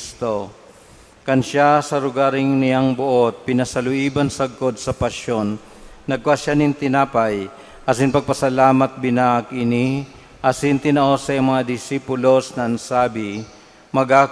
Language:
Bikol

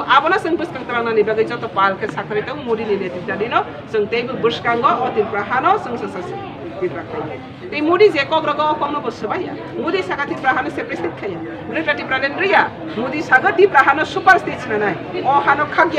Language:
Kok Borok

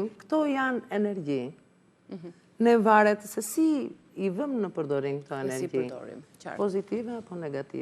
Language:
Albanian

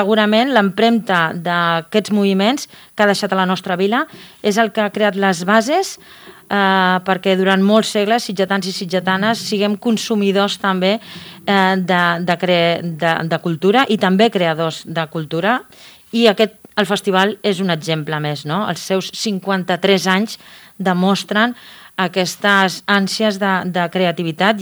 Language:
Catalan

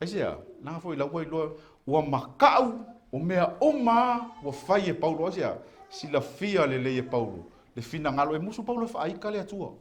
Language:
Samoan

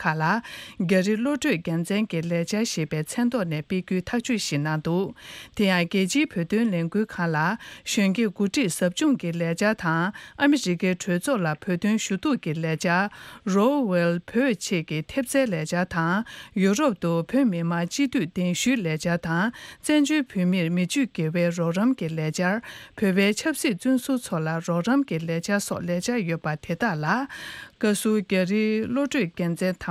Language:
Tibetan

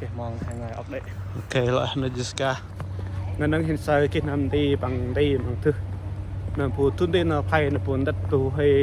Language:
Central Mnong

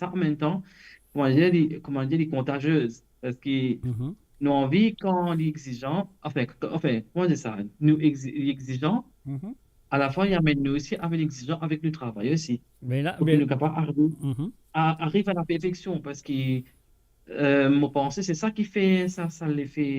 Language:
Morisyen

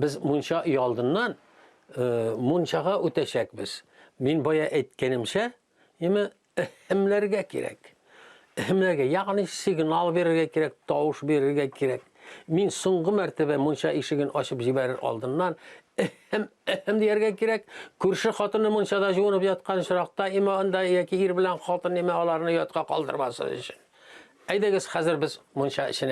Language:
Tatar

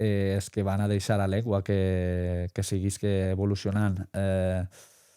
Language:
Occitan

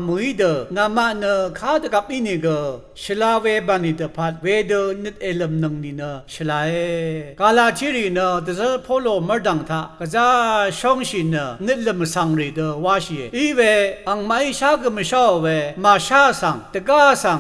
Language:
Rawang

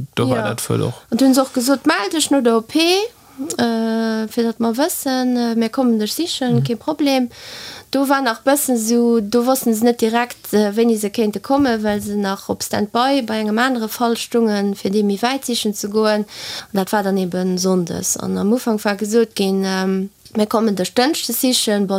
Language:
Luxembourgish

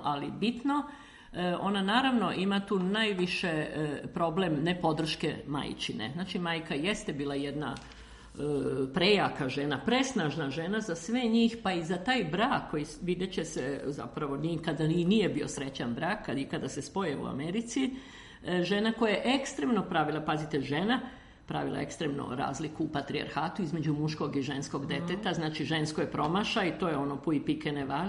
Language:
Serbian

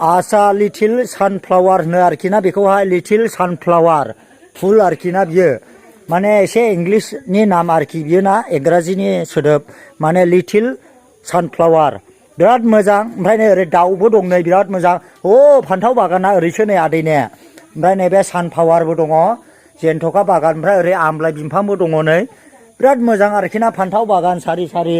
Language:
Bodo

